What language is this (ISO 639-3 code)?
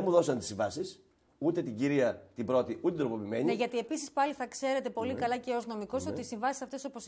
ell